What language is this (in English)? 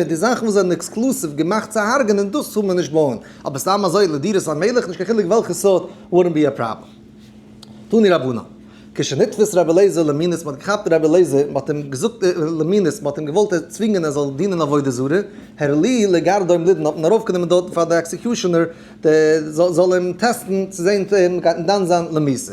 Yiddish